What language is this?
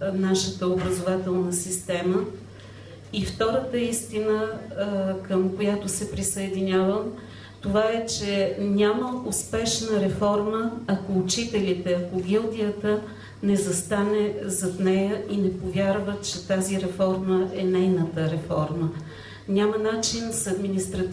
Bulgarian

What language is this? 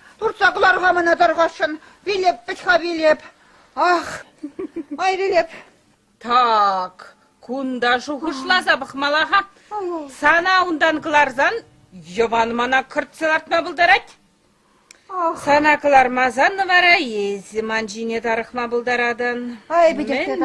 Chuvash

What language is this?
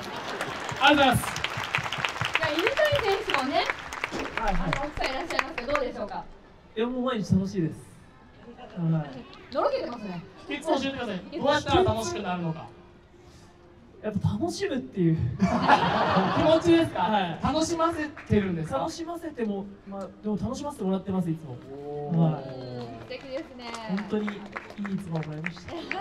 Japanese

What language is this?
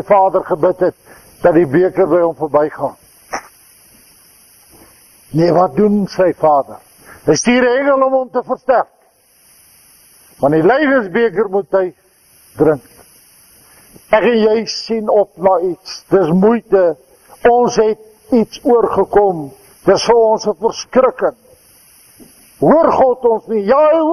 Afrikaans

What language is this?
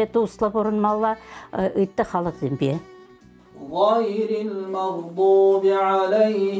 Chuvash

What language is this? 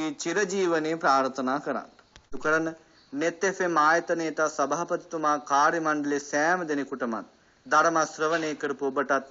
Sinhala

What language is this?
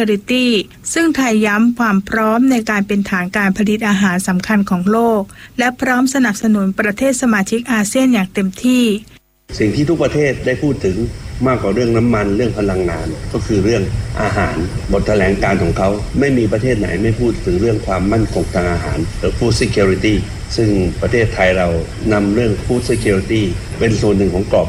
Thai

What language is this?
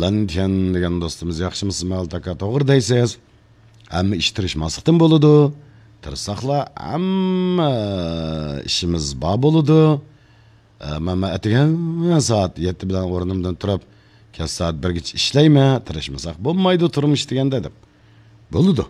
Uyghur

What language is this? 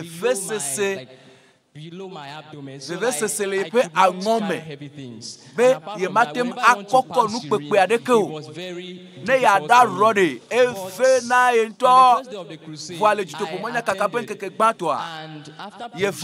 Ewe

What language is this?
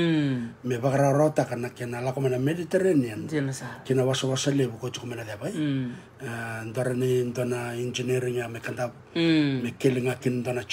Fijian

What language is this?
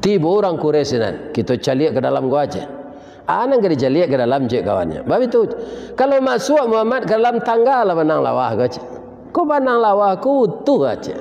Minangkabau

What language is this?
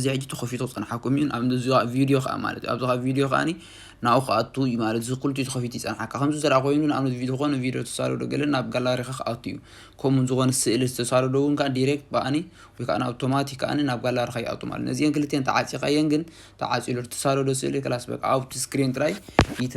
Tigrinya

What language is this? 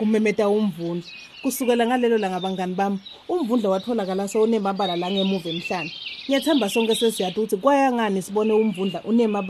Swati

